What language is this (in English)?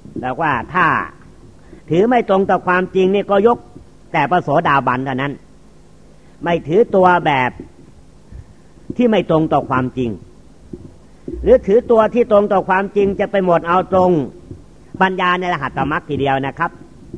Thai